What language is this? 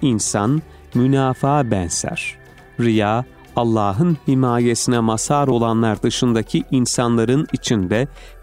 Turkish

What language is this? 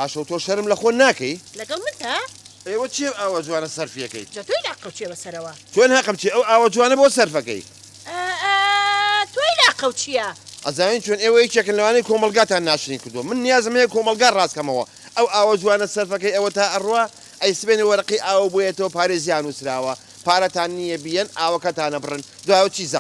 Central Kurdish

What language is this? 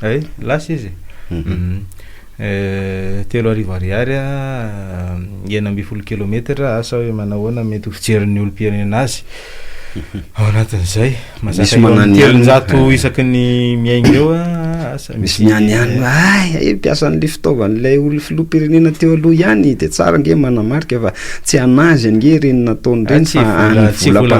Malagasy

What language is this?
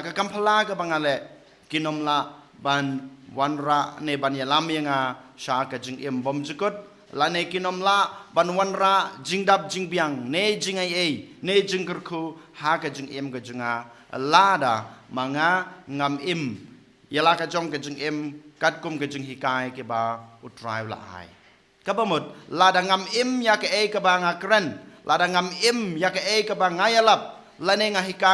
Khasi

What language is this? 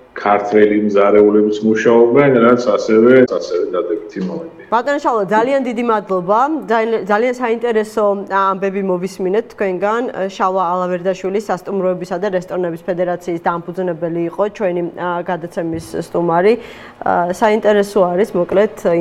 Georgian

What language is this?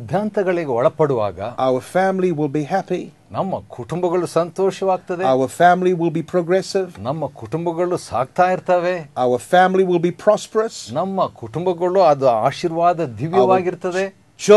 Kannada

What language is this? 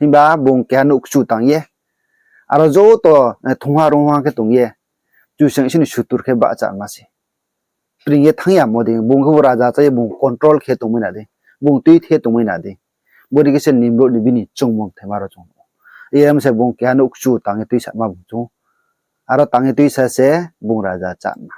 Riang (India)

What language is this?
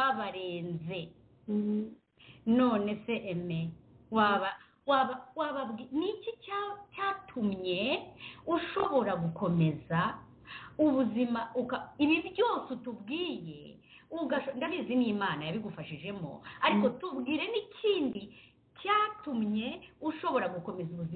Kinyarwanda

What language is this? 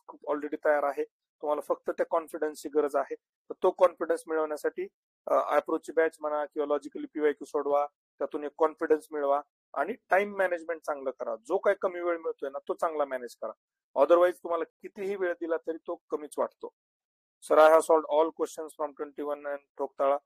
Marathi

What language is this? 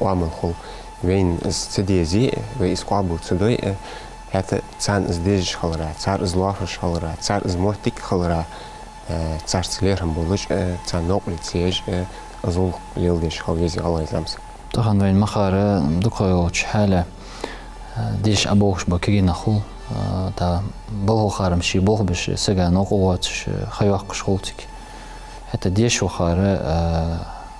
Ingush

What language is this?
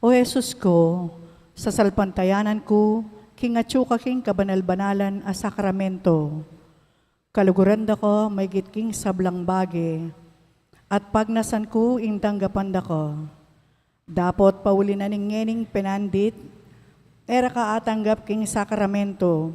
Pampanga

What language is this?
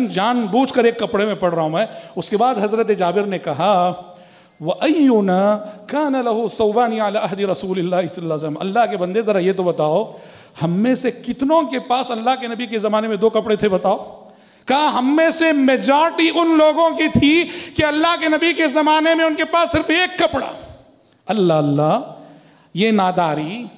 Urdu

